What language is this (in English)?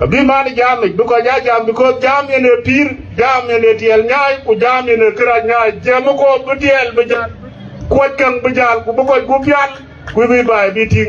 Dinka